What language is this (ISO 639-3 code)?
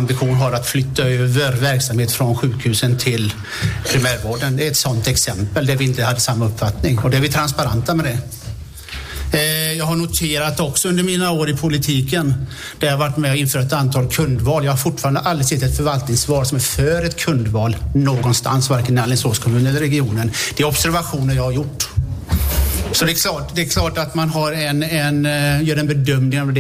swe